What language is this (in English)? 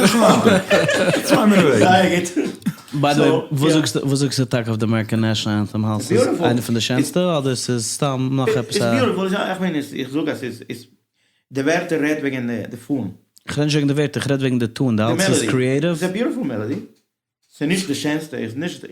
Yiddish